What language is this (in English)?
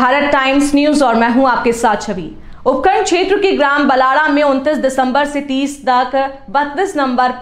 Hindi